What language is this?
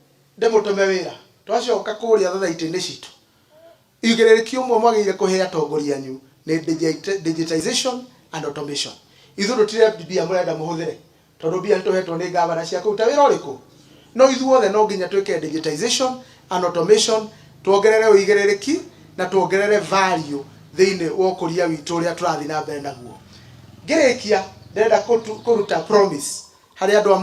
Kikuyu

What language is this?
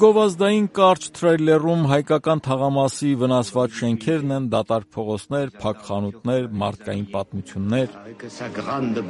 Armenian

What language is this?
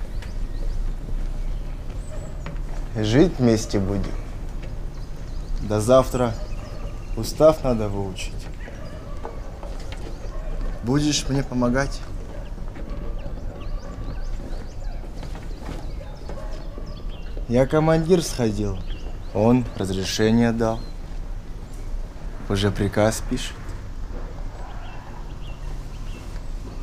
Russian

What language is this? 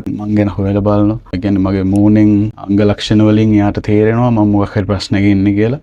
Sinhala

